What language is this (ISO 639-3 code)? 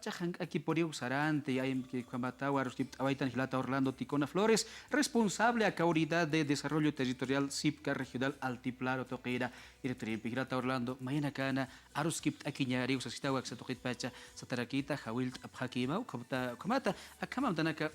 aym